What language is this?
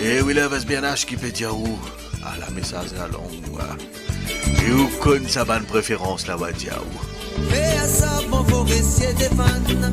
Morisyen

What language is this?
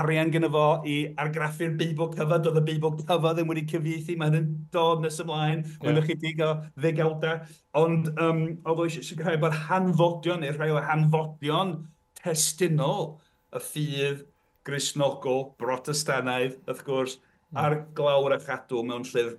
Welsh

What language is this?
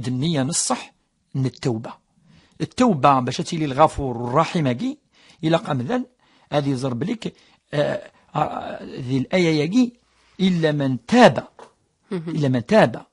Kabyle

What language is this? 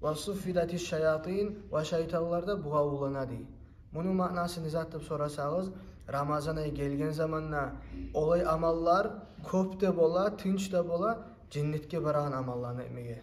Kumyk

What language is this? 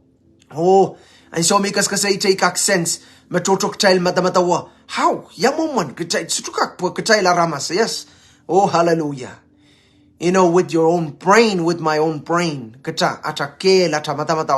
Pohnpeian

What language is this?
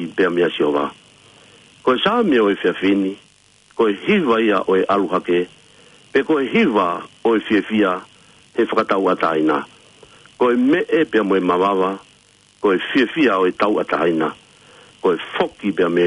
Tongan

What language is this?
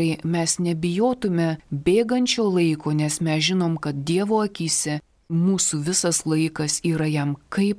Lithuanian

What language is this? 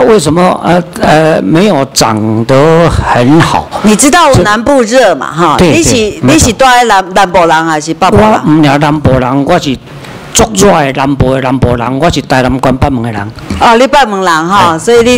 Chinese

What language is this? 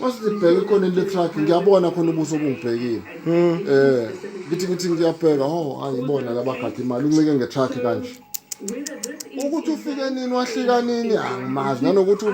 Zulu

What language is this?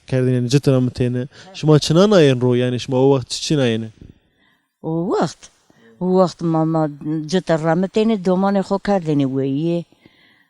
Zaza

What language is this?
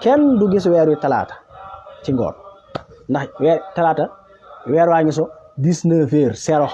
Wolof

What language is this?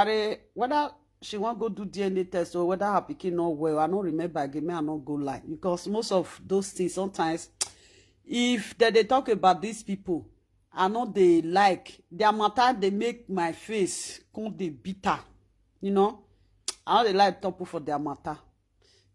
Nigerian Pidgin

